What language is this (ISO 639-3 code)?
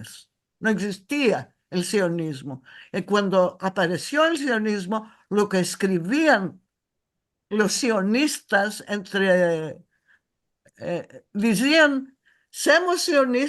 lad